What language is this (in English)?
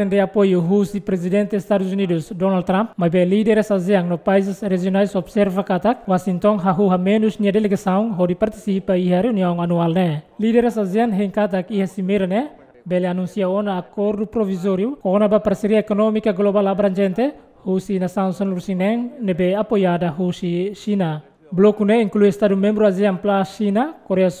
Tetum